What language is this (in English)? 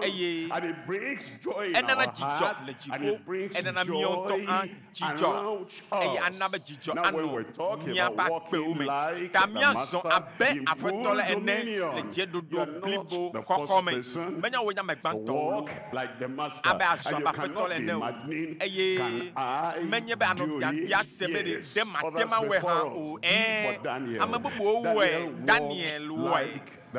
Ewe